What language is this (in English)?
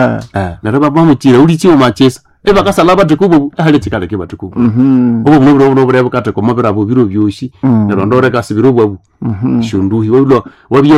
Nande